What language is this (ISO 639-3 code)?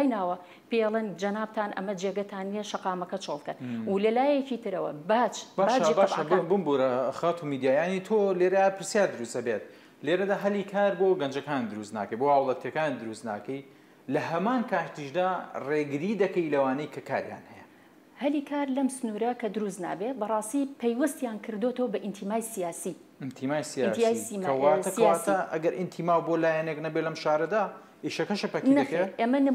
ckb